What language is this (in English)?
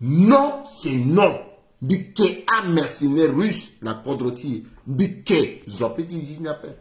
Sango